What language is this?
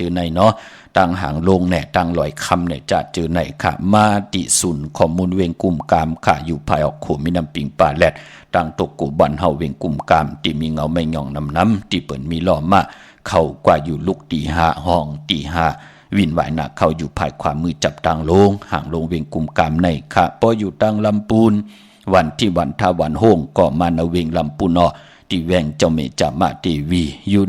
Shan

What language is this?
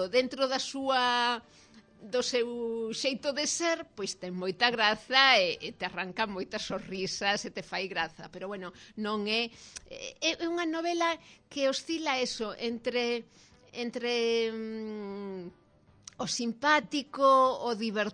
Galician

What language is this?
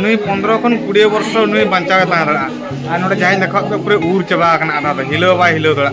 Santali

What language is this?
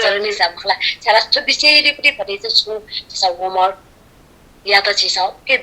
Newari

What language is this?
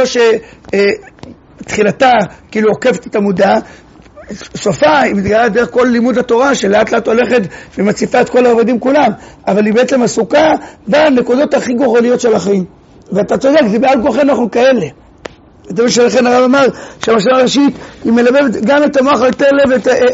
Hebrew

